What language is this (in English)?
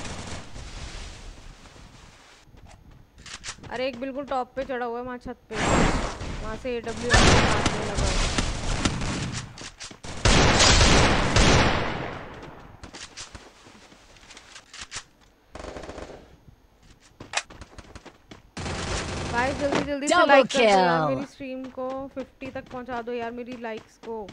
Hindi